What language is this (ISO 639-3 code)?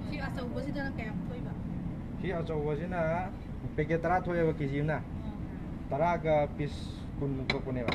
mni